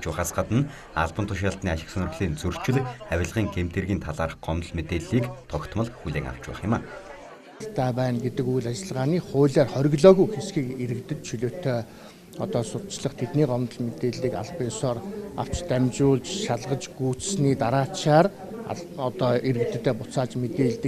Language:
Mongolian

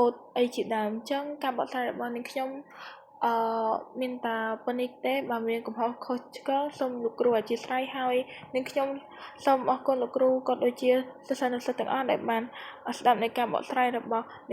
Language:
Khmer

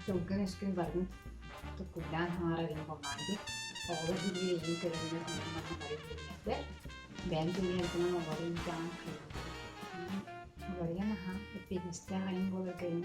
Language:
Yakut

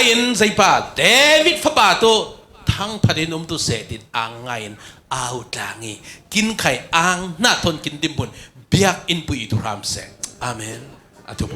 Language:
Falam Chin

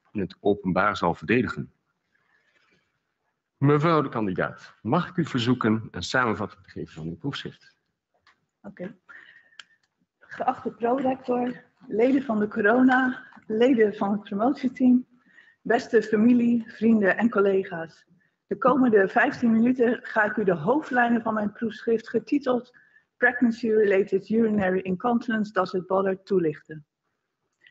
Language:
Dutch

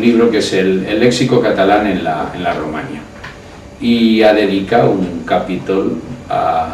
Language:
Aragonese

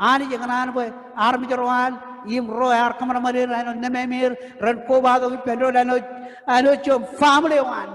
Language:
Marshallese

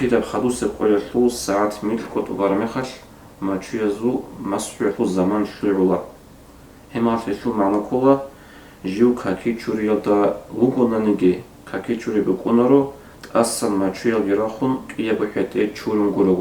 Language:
Avaric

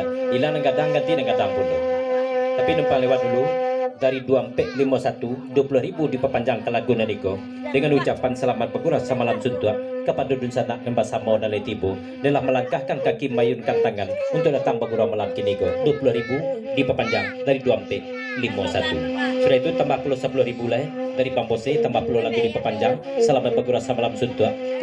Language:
Minangkabau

